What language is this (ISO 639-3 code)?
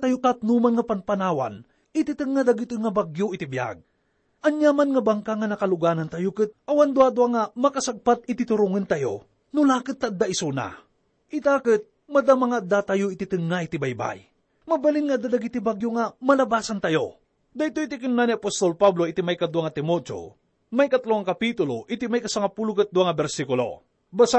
ilo